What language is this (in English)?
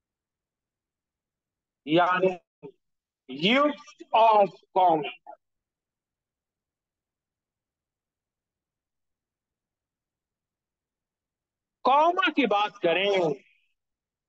Hindi